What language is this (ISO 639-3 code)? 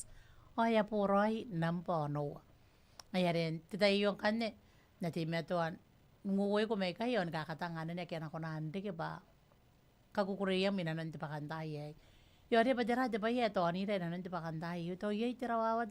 gil